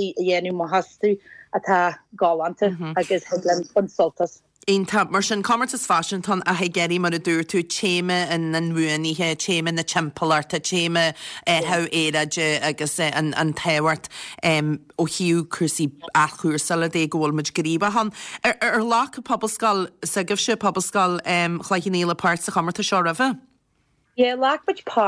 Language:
Irish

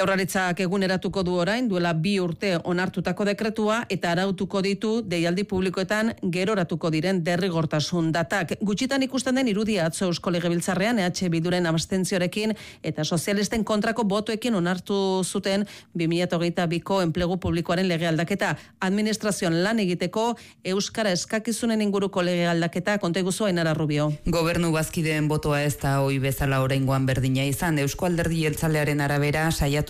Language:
Basque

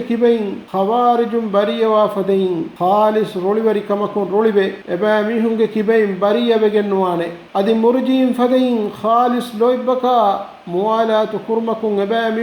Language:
Divehi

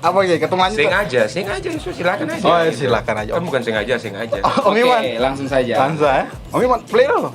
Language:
Ambonese Malay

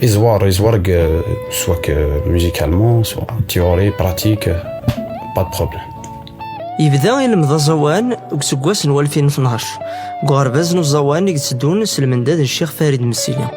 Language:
Kabyle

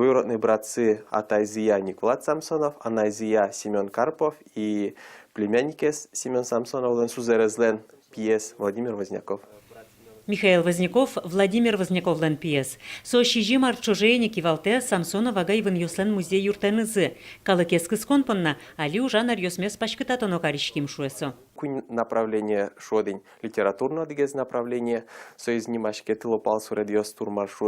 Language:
Udmurt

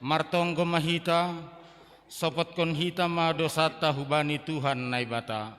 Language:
Batak Simalungun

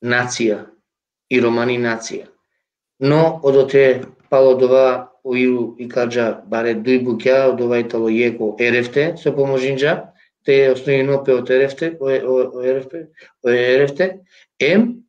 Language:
Balkan Romani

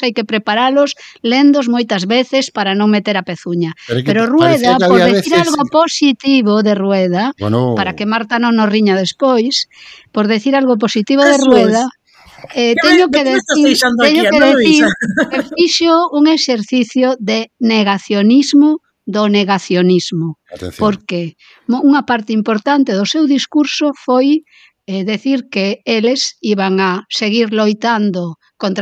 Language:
Galician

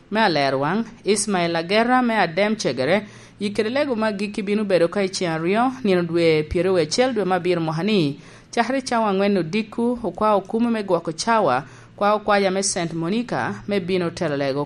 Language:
Lango (Uganda)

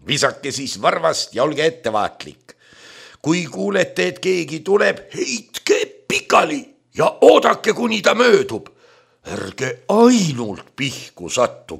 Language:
Estonian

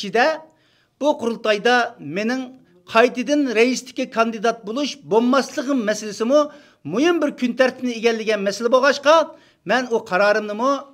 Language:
Uyghur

